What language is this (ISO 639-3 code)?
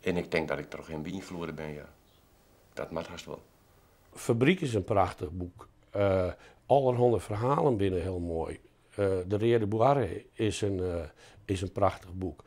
fry